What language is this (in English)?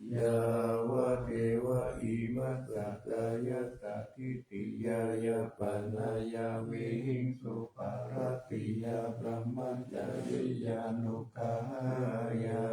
Pali